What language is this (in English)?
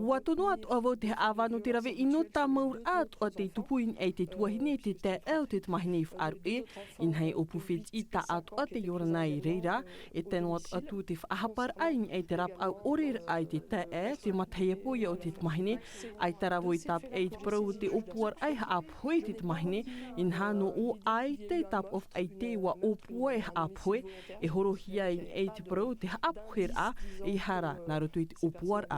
Tahitian